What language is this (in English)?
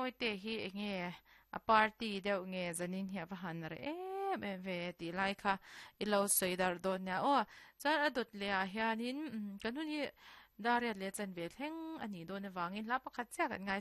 Mizo